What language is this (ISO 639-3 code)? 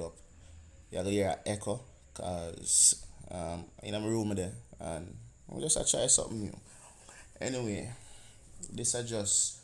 jam